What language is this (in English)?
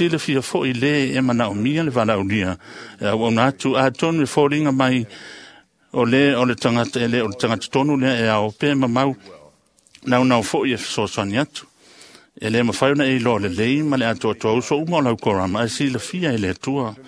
Samoan